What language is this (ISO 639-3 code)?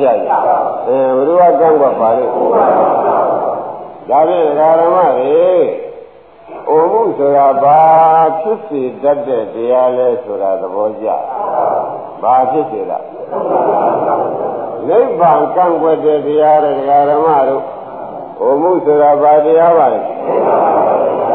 mya